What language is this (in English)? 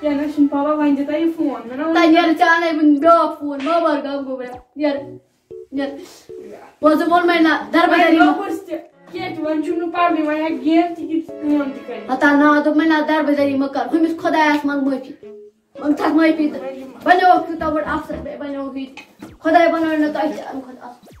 Kashmiri